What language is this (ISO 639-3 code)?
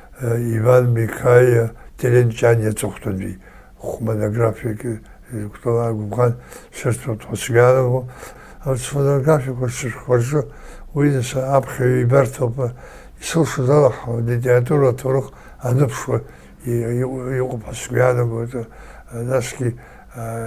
abk